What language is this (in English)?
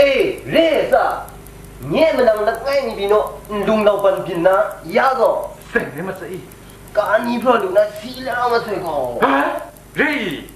Kachin